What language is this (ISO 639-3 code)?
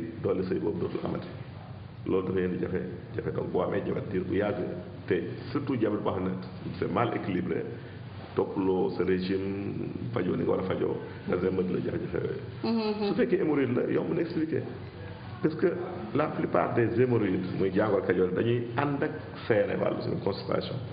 wol